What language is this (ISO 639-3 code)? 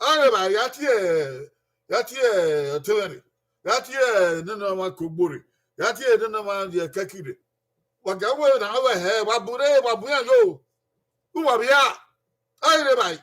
bin